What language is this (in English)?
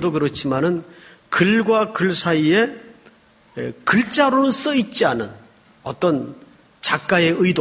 Korean